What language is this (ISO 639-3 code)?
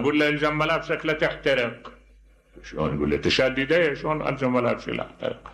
acm